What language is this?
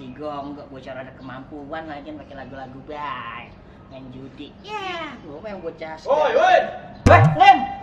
Betawi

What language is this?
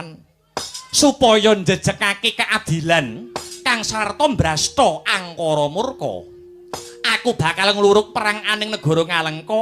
Javanese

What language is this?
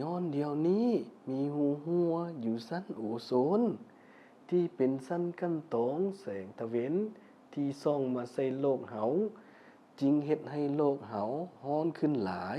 Lao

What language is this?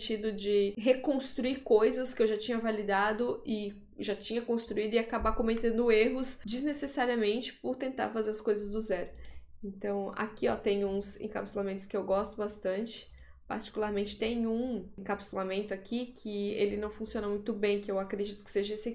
Portuguese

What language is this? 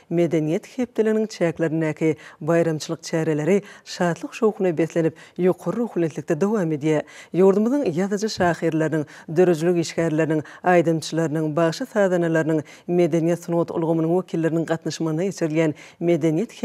Turkmen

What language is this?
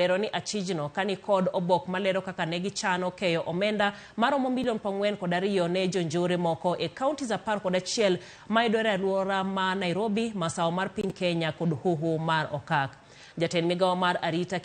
Luo (Kenya and Tanzania)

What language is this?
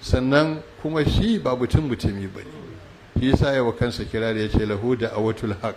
Hausa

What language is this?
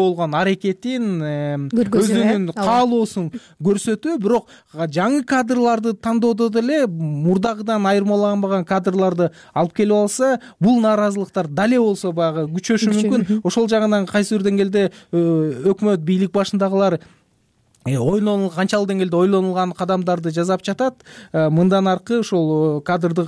Kyrgyz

